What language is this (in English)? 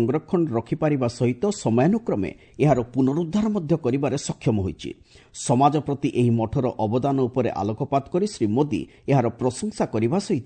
Odia